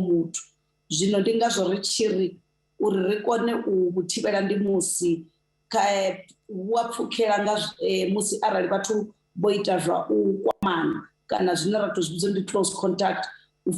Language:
Venda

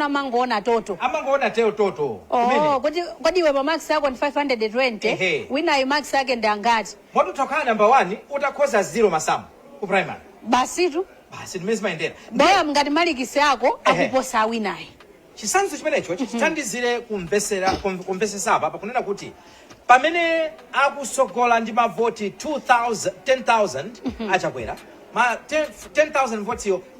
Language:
Nyanja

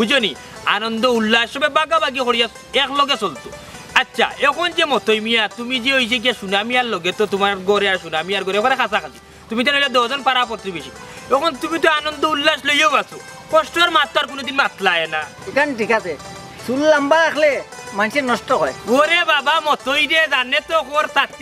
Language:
Sylheti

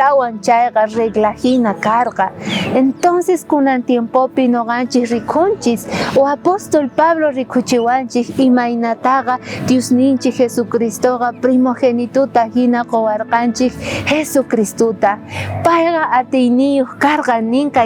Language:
South Bolivian Quechua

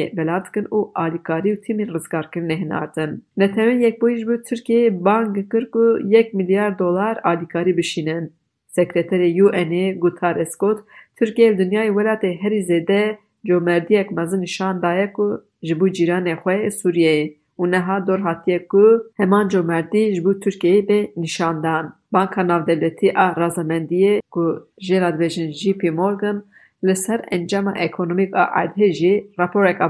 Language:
Kurdish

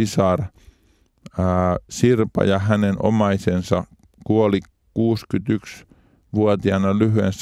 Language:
Finnish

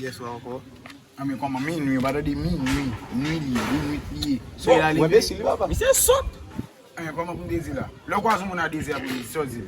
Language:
Haitian Creole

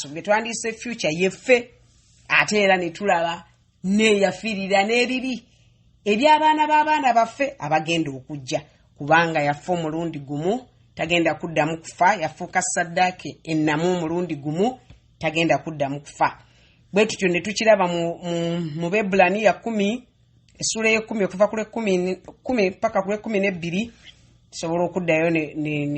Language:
Ganda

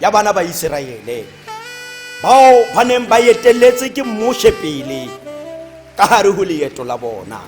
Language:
Tswana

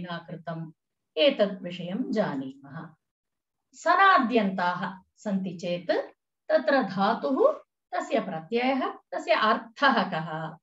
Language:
Sanskrit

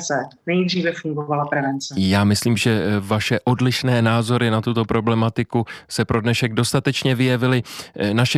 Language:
Czech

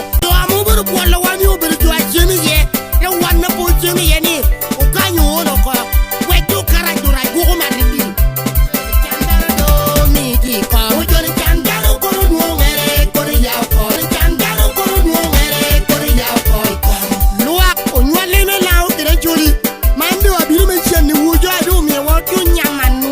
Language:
Lango (Uganda)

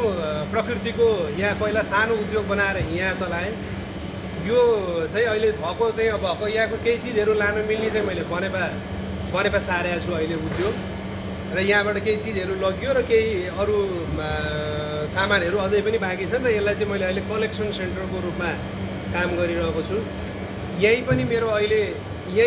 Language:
Nepali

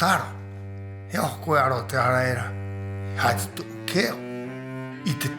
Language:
Rapanui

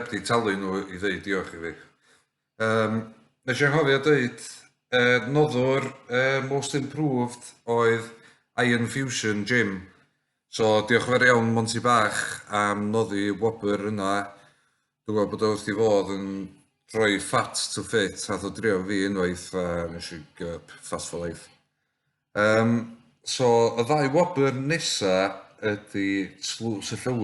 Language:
Welsh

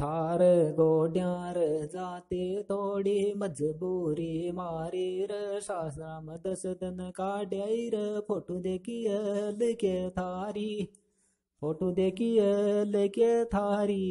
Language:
Sanskrit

